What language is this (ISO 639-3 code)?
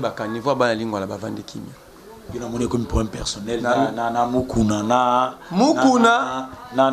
lin